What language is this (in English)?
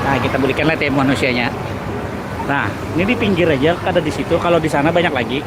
Banjar